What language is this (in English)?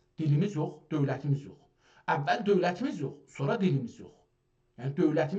South Azerbaijani